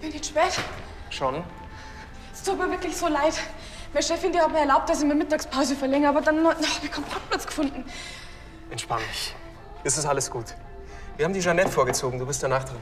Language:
Bavarian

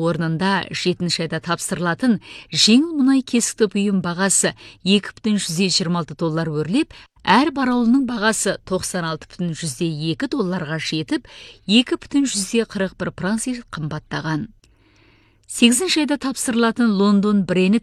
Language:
Kazakh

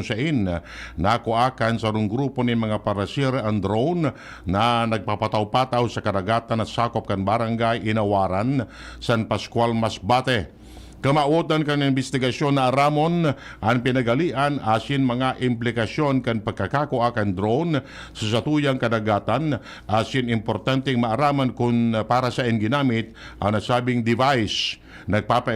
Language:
Bikol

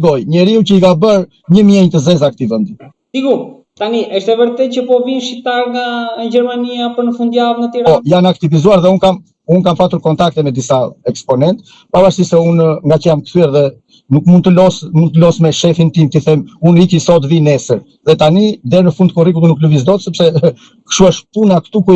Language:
Albanian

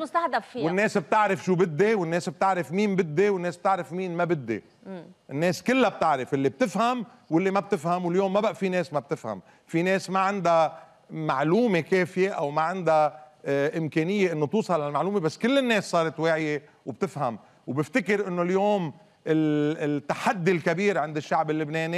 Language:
North Levantine Arabic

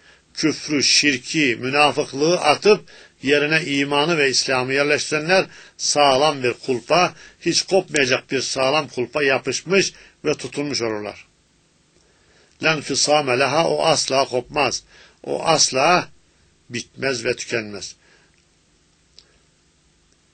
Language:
Turkish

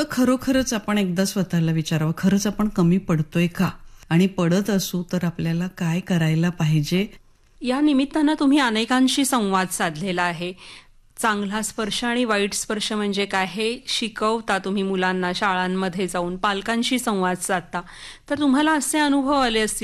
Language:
Marathi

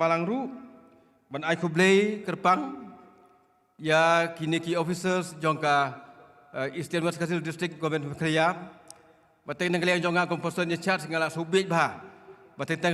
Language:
Khasi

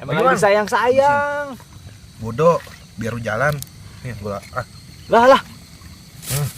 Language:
Betawi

